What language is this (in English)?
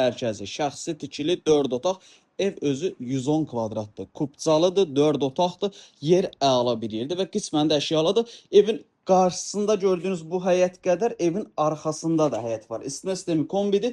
Azerbaijani